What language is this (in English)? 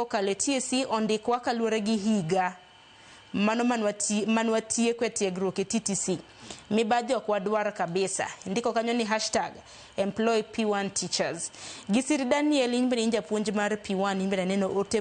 Luo (Kenya and Tanzania)